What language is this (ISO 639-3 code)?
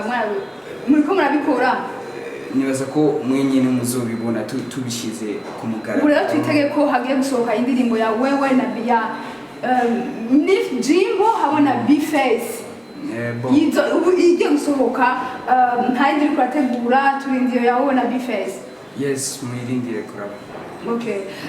run